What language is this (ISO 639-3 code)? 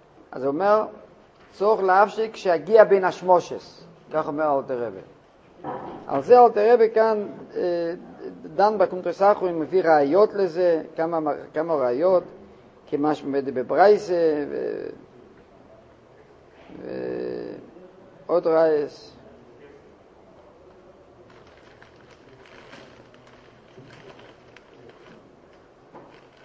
heb